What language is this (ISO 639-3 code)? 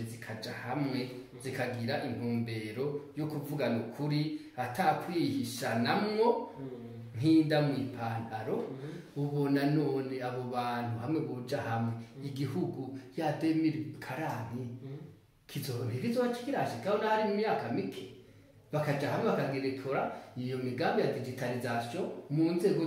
run